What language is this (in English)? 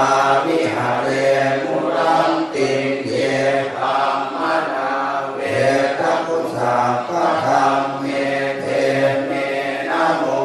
Pali